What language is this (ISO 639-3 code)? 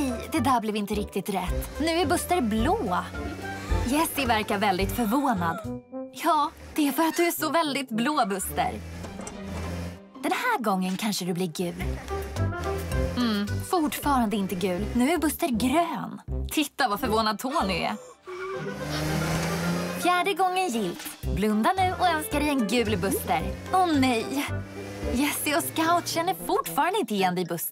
swe